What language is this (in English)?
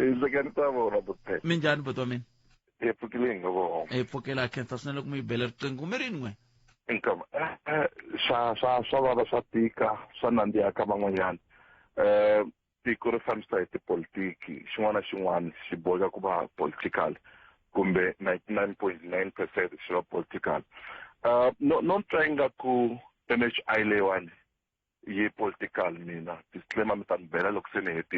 Tsonga